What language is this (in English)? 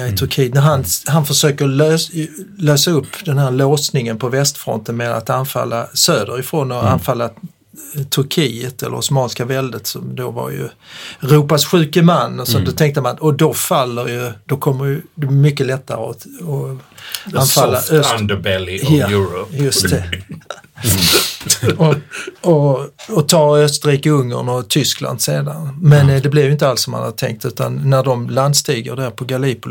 Swedish